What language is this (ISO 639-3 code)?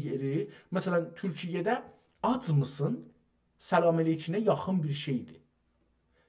azb